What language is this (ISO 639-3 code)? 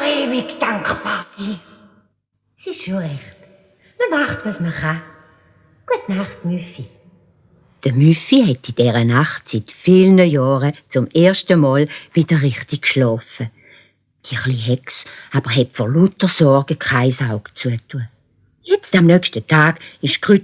gsw